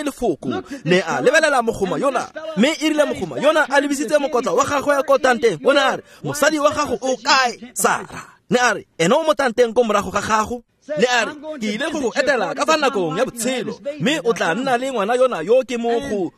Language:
Tswana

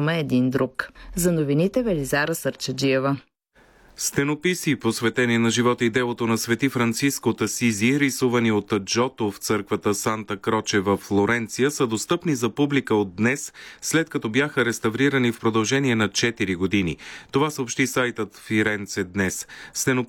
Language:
Bulgarian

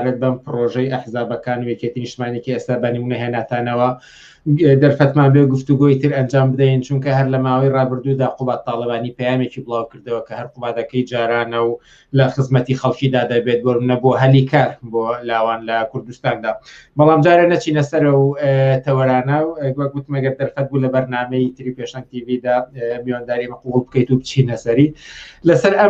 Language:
Central Kurdish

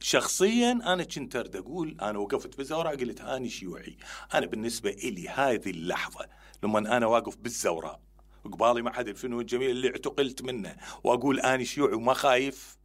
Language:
Mesopotamian Arabic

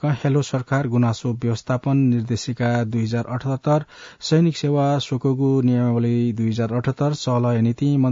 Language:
Newari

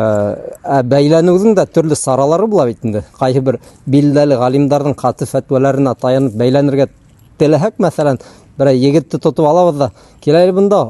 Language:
Bashkir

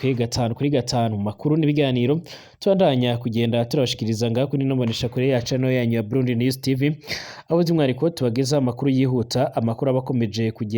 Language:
Rundi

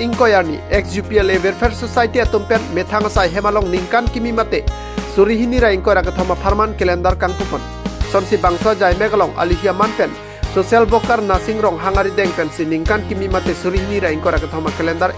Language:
Karbi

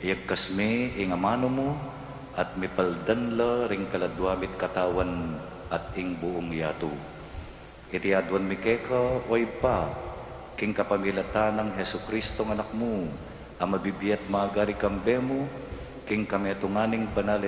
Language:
Pampanga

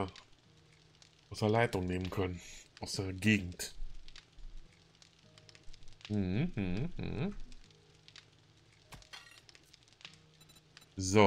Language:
German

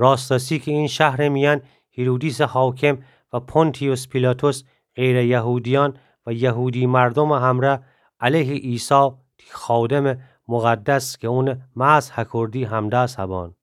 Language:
Gilaki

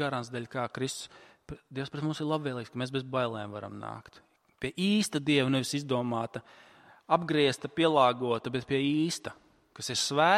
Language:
Latvian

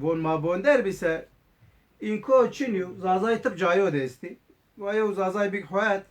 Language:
Zaza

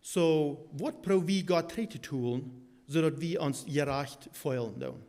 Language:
Plautdietsch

